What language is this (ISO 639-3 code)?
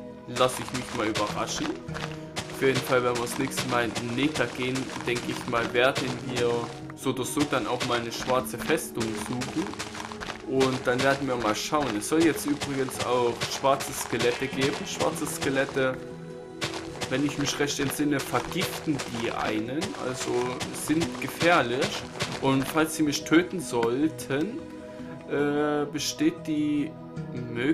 deu